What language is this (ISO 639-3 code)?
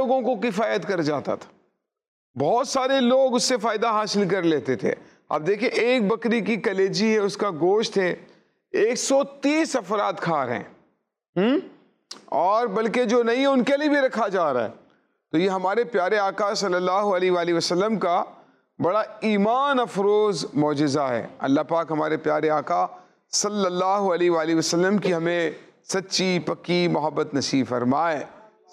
urd